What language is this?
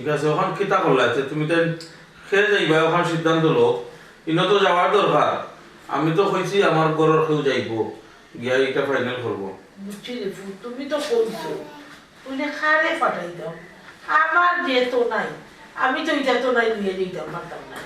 Sylheti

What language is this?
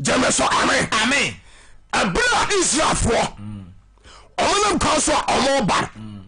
Akan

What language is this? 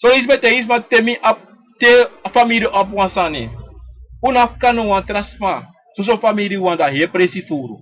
Sranan Tongo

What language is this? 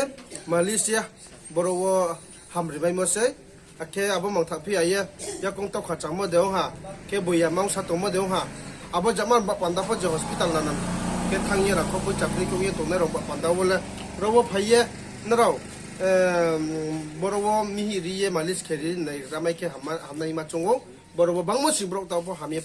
Riang (India)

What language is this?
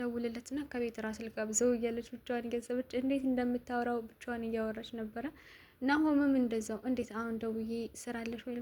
Amharic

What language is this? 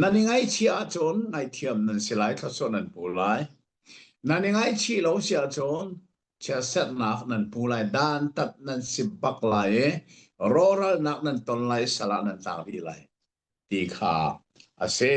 Hakha Chin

